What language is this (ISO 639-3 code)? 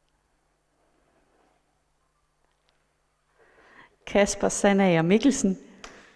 dan